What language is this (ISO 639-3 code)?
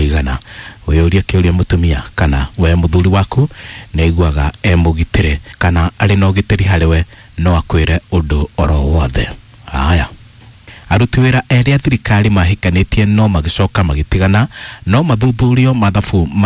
kik